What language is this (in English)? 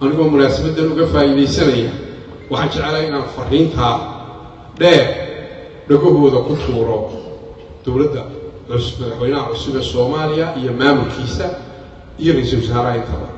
Somali